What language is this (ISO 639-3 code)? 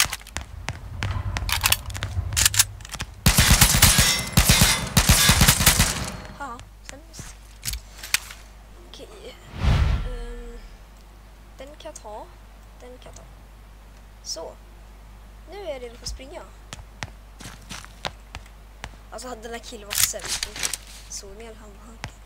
swe